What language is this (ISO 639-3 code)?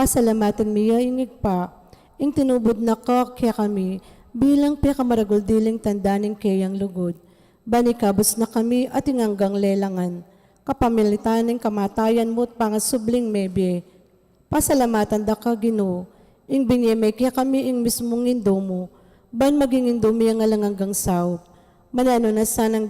pam